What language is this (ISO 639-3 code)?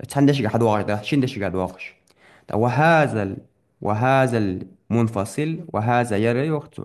inh